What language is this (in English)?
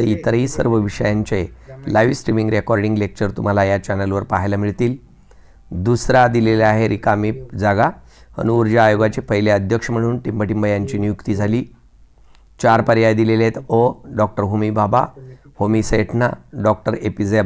Marathi